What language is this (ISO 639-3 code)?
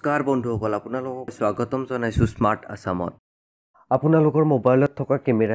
asm